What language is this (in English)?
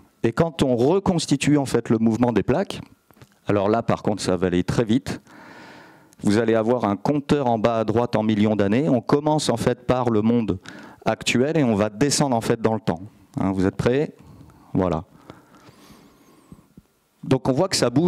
French